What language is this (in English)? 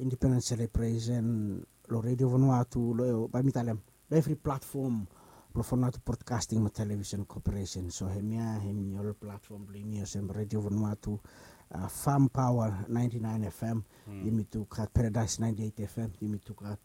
Bislama